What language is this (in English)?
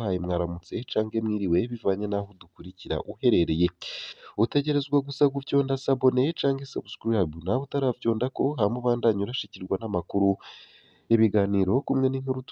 Rundi